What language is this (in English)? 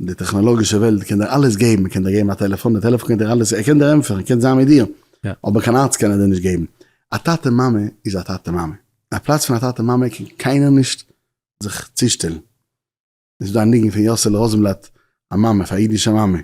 Yiddish